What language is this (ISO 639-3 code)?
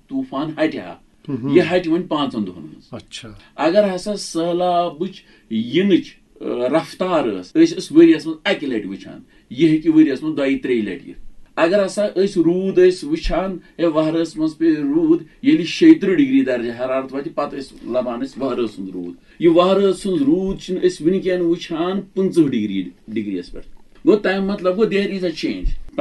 kas